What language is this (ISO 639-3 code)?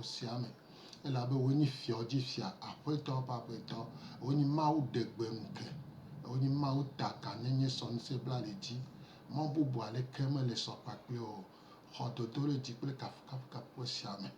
gej